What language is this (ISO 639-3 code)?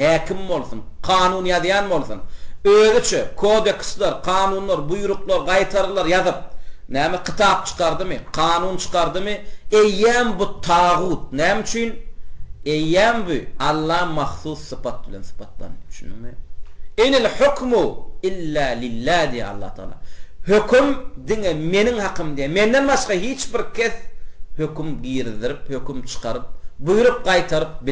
tuk